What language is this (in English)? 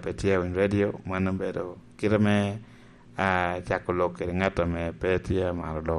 Lango (Uganda)